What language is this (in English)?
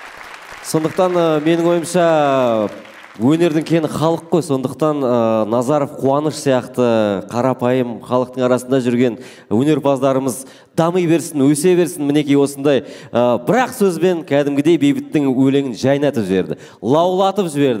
Kazakh